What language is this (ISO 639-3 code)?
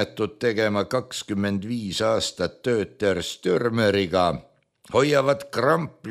est